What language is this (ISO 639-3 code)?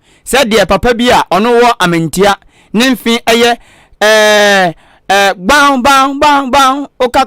aka